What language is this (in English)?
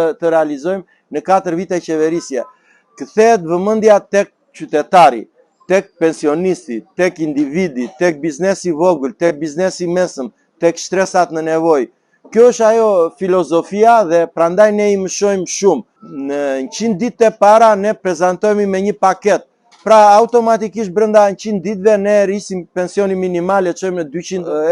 Albanian